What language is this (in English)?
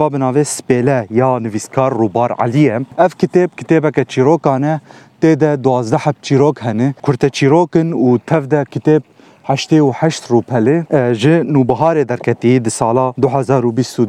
Kurdish